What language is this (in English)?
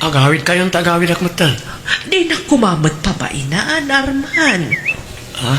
Iloko